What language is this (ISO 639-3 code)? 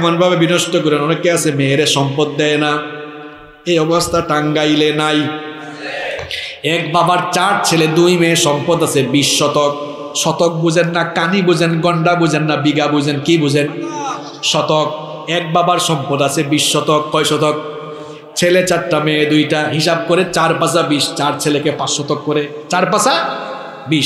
ben